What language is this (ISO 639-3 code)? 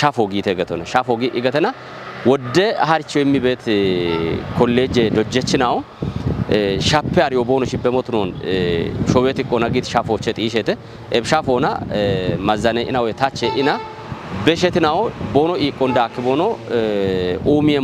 kbr